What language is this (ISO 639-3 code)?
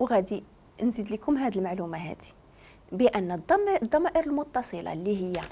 ary